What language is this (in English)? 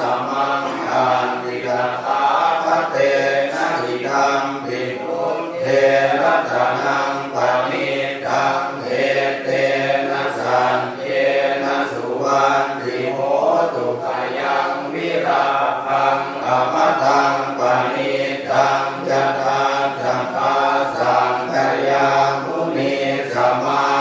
Pali